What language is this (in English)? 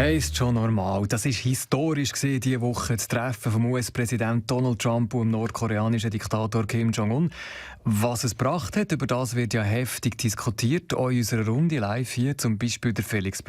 Swiss German